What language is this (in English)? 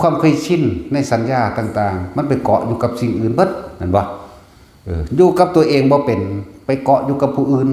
Northeastern Thai